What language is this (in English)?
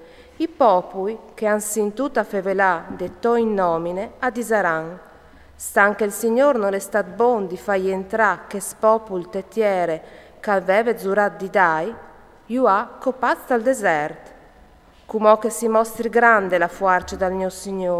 Friulian